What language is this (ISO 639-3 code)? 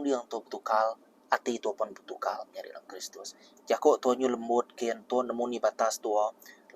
iba